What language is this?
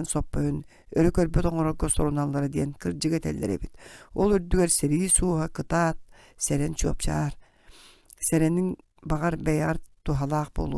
Yakut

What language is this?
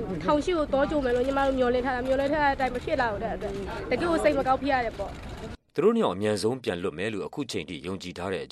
Burmese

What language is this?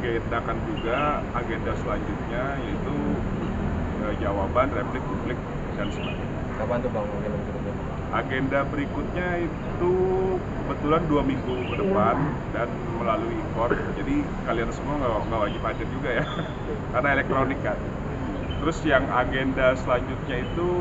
Indonesian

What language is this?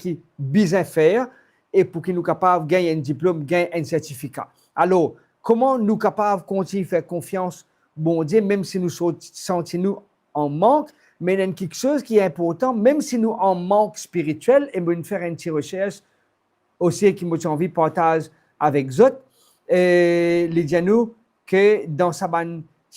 Morisyen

